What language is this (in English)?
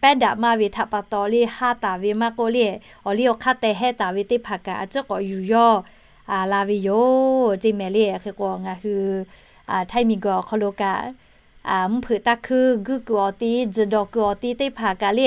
Lahu